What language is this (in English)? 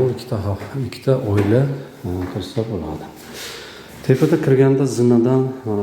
Uzbek